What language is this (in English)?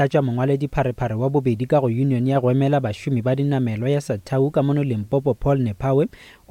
Northern Sotho